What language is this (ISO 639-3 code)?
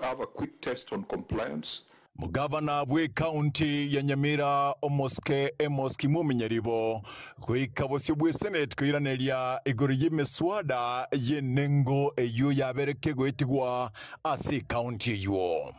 guz